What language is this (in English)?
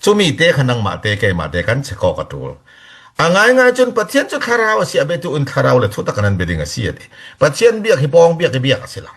Falam Chin